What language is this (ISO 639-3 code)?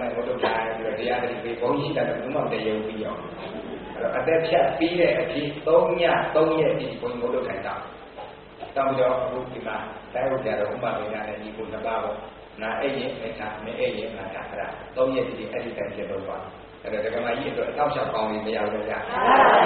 mya